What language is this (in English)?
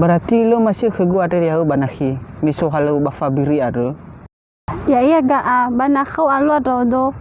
Nias